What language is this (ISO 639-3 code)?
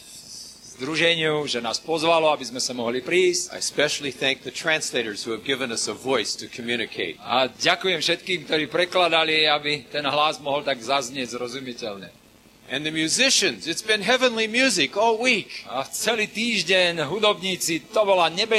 slk